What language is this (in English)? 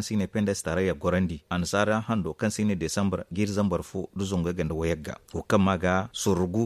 Zarma